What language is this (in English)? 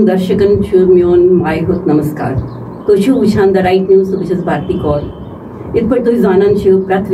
Kashmiri